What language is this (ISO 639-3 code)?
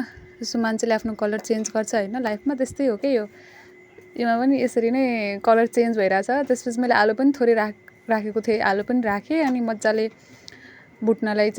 nep